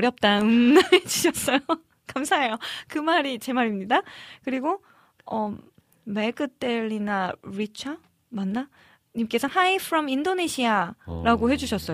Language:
Korean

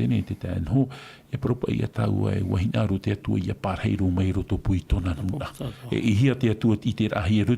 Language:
Tahitian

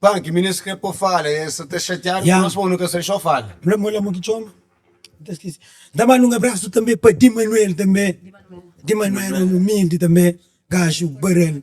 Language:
Kabuverdianu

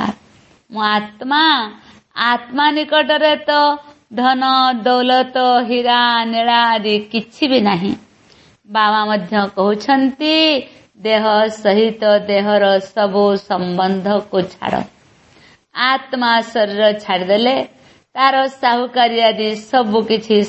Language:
Odia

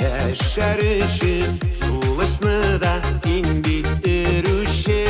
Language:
Tatar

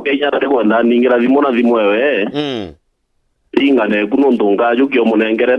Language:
Meru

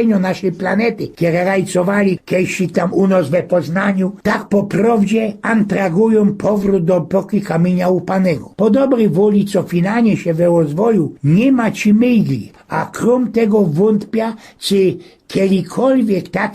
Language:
Silesian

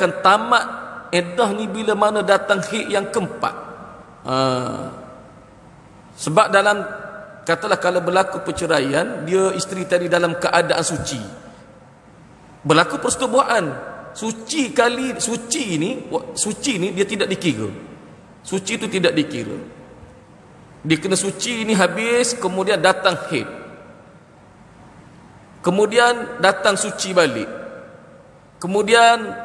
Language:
Malay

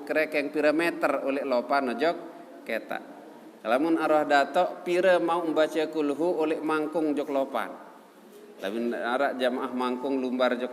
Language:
Sasak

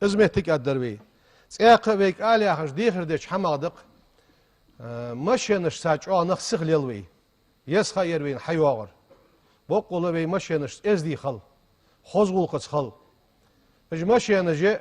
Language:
Ingush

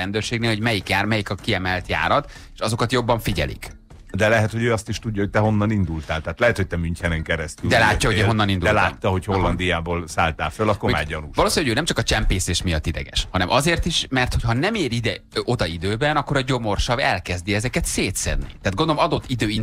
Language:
Hungarian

